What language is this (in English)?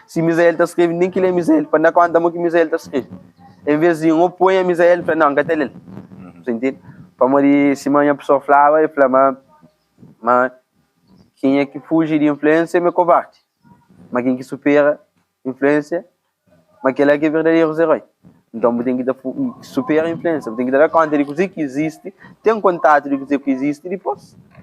Kabuverdianu